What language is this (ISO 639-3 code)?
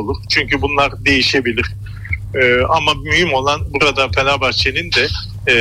tur